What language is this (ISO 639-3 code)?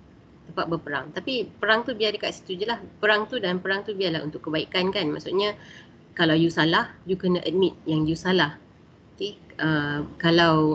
msa